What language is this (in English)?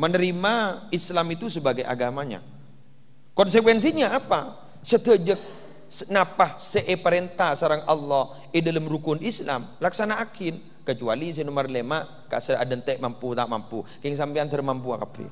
Madurese